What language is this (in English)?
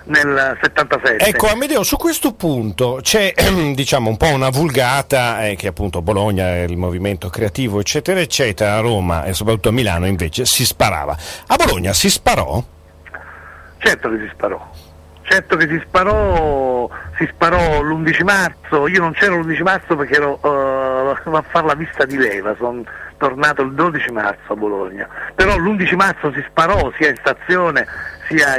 Italian